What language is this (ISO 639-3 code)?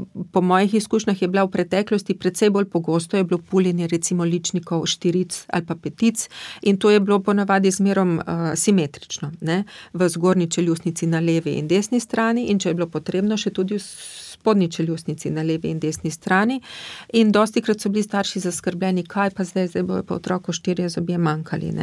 slv